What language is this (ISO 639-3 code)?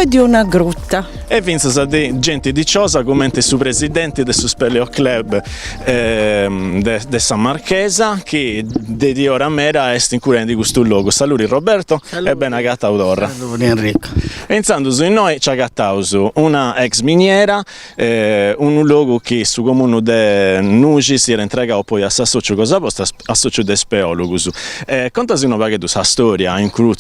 srd